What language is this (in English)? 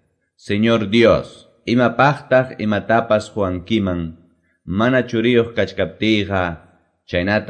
Quechua